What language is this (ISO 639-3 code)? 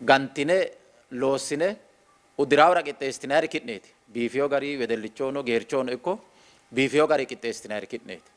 sid